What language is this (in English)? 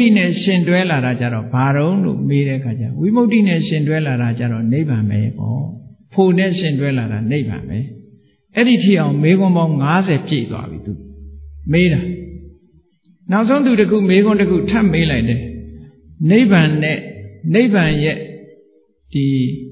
Burmese